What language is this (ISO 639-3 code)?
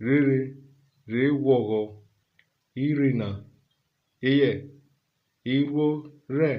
urh